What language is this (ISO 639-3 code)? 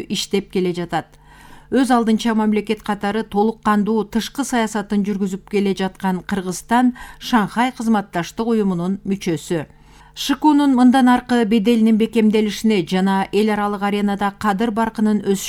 kir